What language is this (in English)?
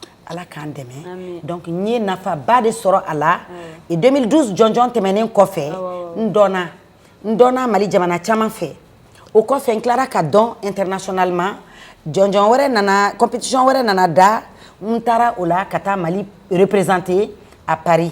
Bambara